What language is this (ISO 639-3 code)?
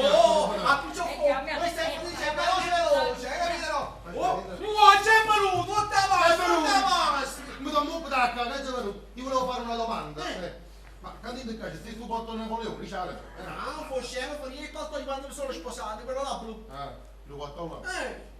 nap